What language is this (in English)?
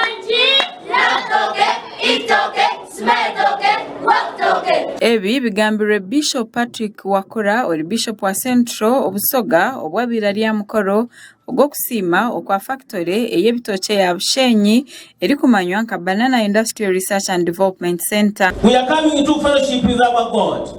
Nyankole